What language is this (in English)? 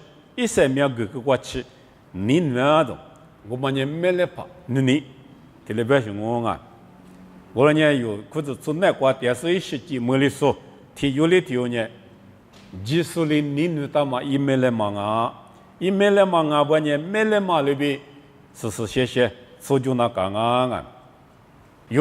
Lisu